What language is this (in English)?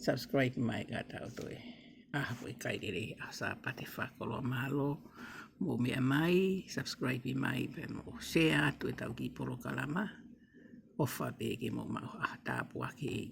Tongan